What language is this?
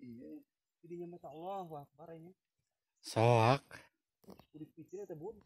Sundanese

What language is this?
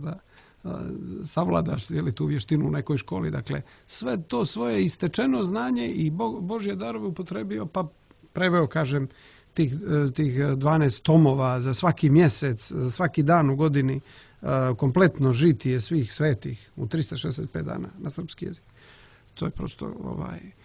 Serbian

